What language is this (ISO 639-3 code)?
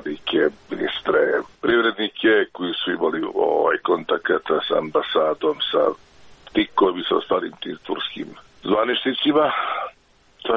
srp